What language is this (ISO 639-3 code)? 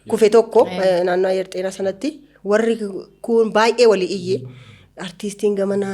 orm